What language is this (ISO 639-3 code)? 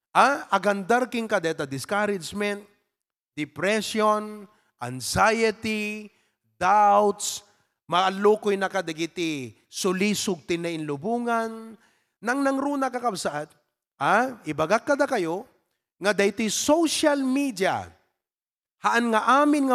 ilo